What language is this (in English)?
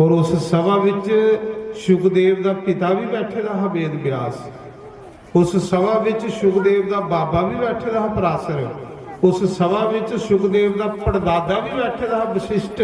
Dogri